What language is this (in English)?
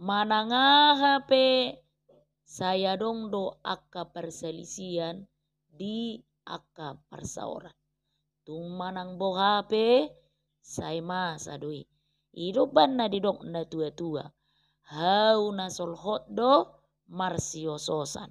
Batak Toba